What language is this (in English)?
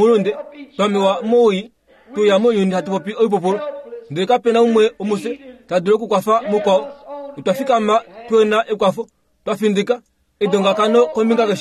Kuanyama